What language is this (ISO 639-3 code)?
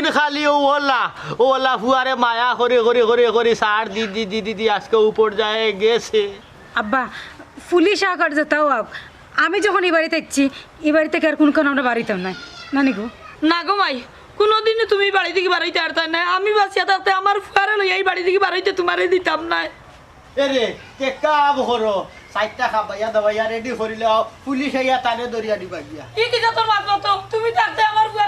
syl